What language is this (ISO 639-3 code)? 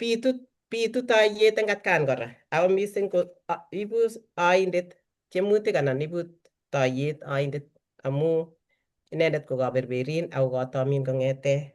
kln